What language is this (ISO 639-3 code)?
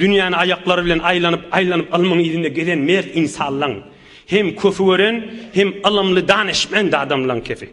tuk